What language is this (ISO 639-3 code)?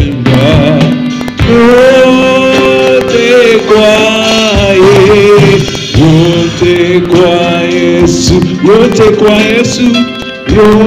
swa